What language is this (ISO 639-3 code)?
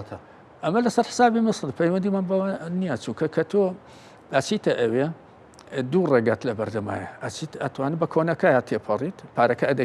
ckb